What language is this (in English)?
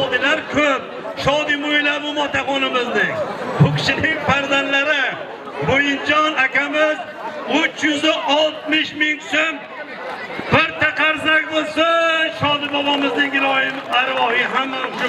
Uzbek